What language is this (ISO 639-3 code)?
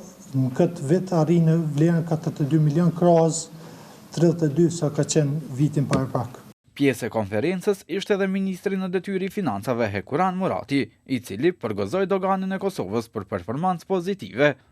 sqi